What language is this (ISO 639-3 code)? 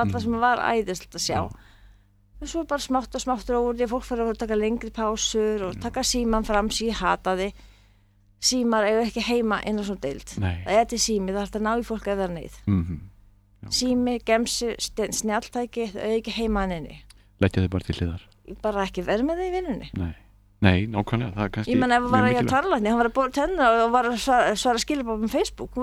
isl